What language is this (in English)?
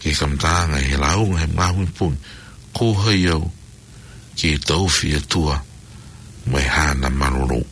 Tongan